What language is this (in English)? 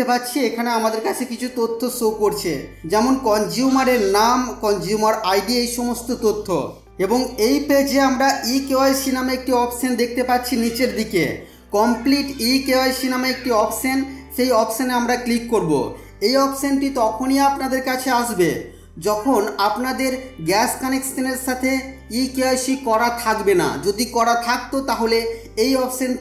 Bangla